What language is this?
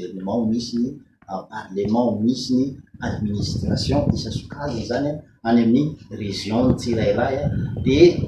Malagasy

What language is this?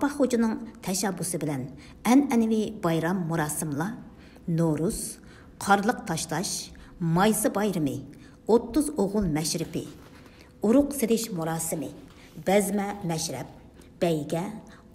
Uyghur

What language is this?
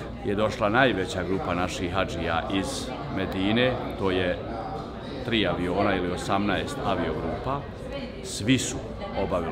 Bosnian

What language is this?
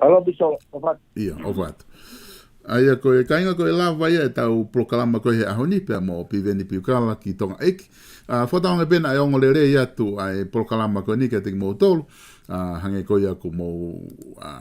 Tongan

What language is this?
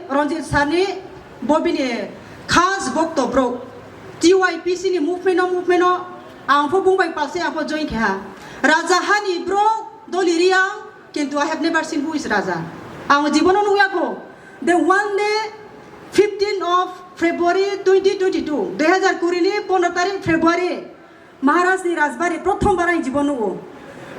Kok Borok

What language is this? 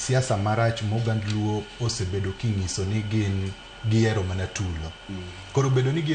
Luo (Kenya and Tanzania)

